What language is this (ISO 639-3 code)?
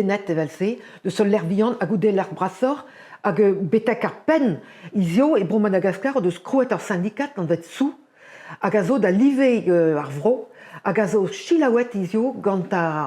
bre